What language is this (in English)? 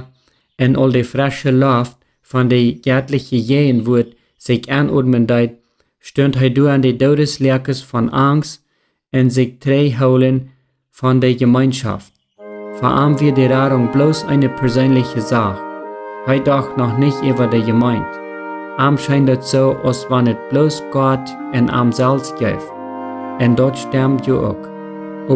Plautdietsch